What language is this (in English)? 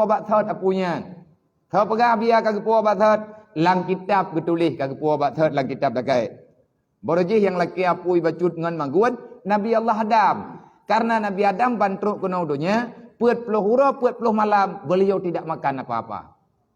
Achinese